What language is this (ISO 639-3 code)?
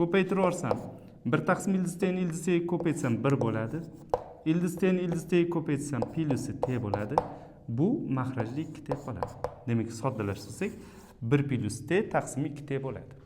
uzb